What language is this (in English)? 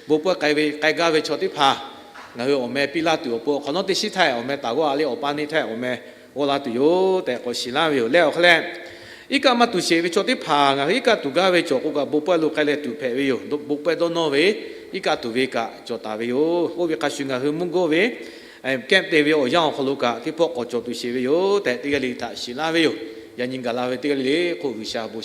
Lahu